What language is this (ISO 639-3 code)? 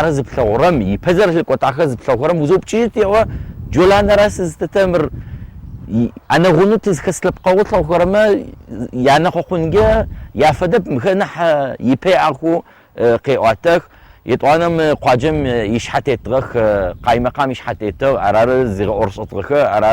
ady